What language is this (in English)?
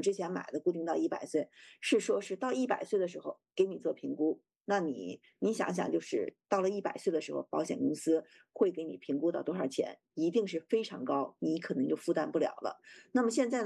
Chinese